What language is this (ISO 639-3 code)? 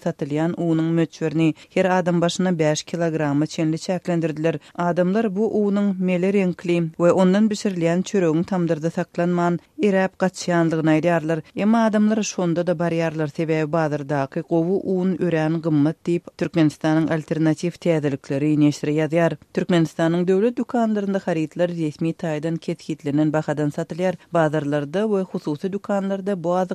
tuk